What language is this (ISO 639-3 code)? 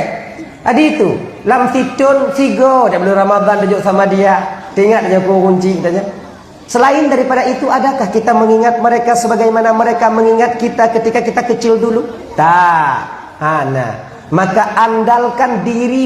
ace